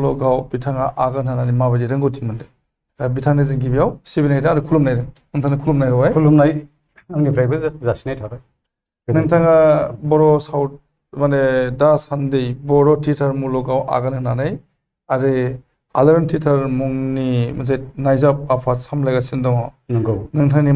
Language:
Bodo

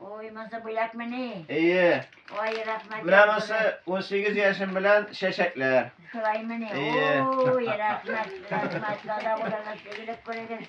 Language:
Tatar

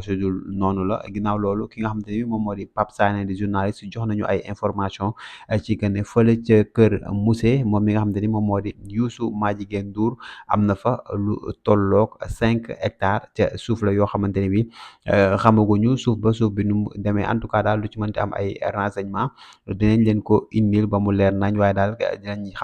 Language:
Wolof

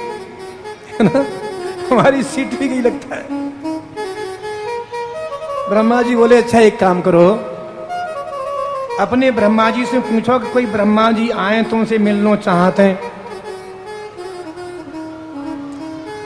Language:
Hindi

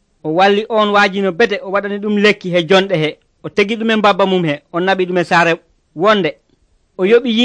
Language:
Nigerian Fulfulde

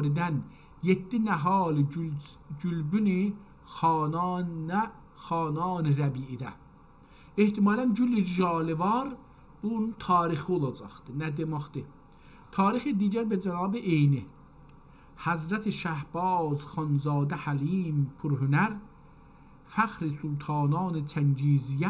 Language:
South Azerbaijani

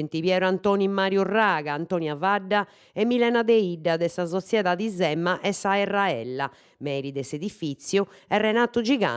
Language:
Sardinian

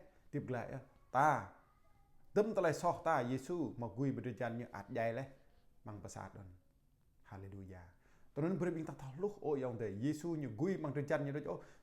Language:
Jarai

